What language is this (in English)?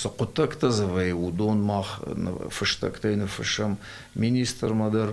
Ossetic